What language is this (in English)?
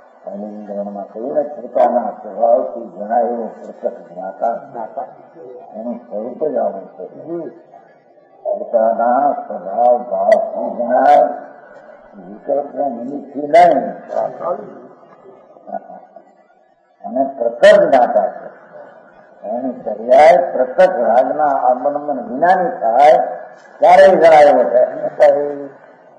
Gujarati